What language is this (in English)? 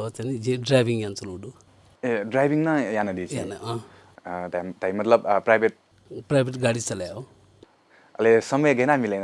Newari